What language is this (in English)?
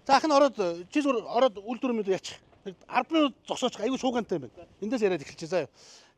Mongolian